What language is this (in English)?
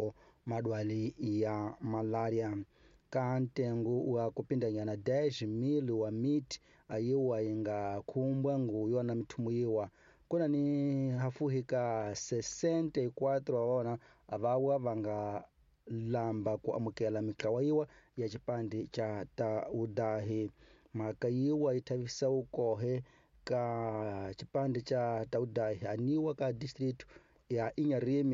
Tsonga